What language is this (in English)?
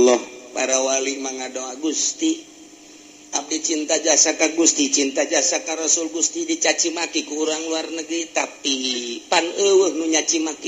Sundanese